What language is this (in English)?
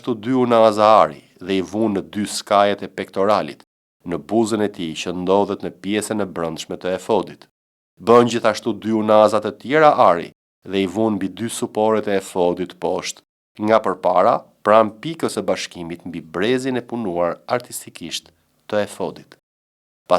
Albanian